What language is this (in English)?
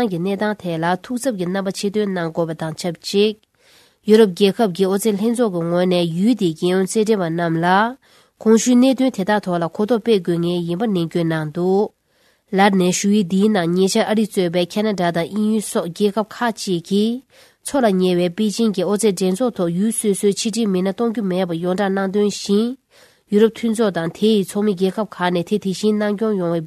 Tibetan